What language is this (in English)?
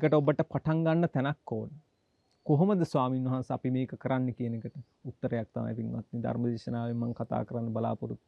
Sinhala